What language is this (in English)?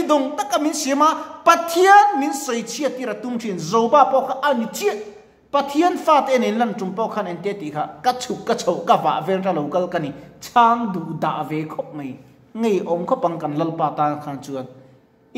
Mizo